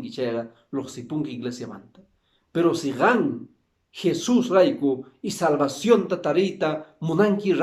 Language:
Quechua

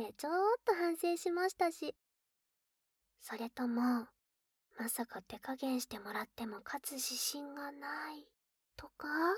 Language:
Japanese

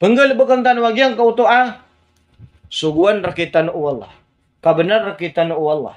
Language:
Maranao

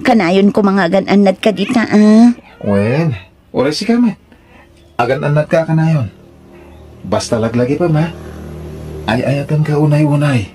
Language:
Iloko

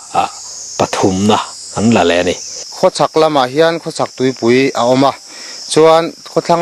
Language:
Mizo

